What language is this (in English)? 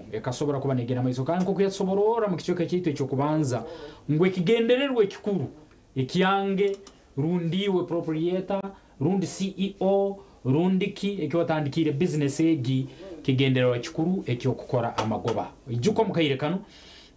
Nyankole